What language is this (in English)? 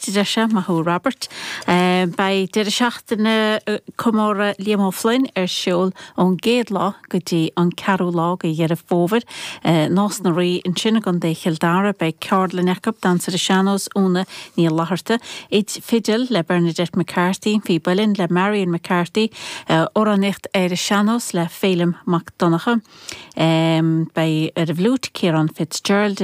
Irish